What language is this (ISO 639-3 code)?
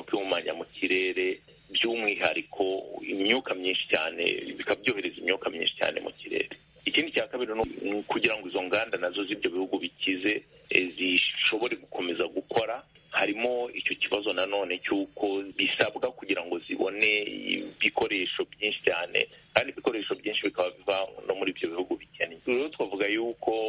kin